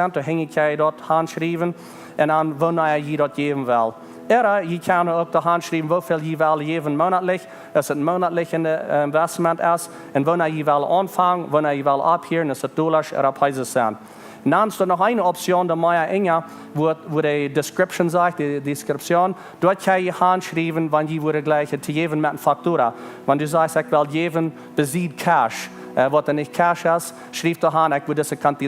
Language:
Plautdietsch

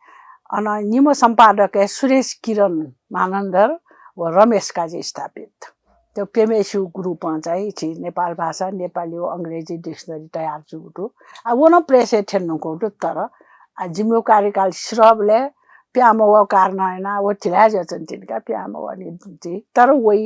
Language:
Newari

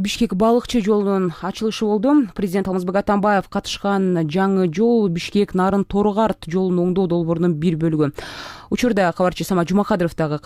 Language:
Kyrgyz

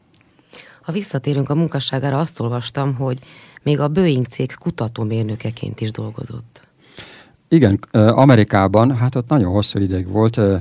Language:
Hungarian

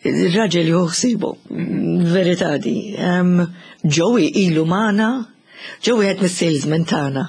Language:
Maltese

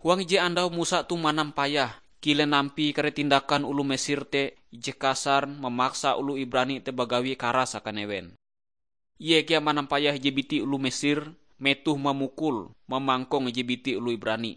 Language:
Ngaju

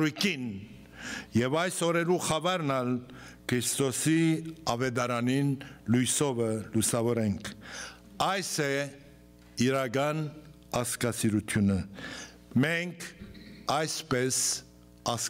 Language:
Western Armenian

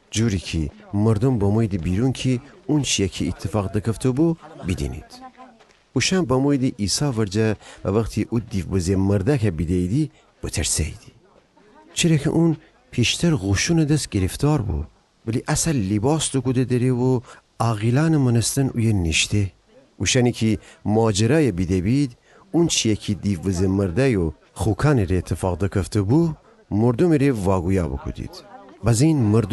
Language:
Gilaki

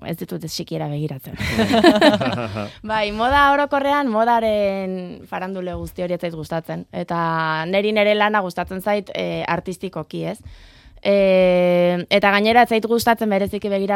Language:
Basque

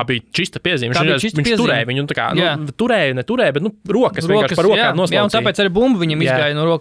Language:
Latvian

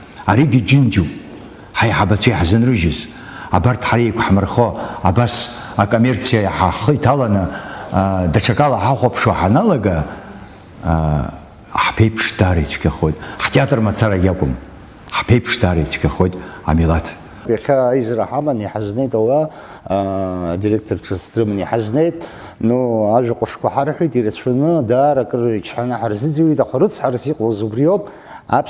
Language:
Abkhazian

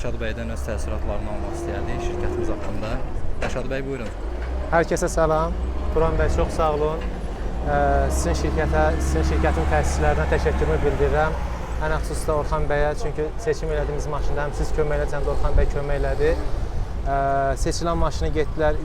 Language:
Azerbaijani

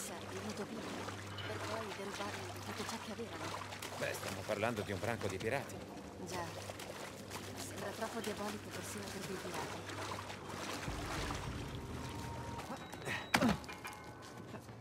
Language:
Italian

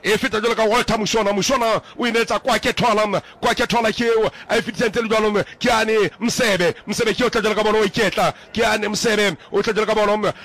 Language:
Southern Sotho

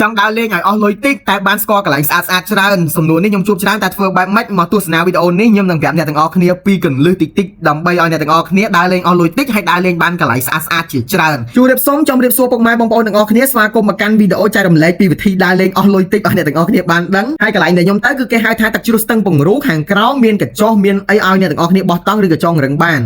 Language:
Khmer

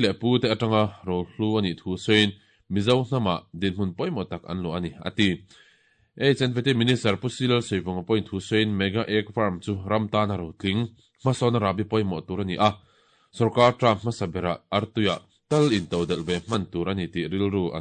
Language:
Mizo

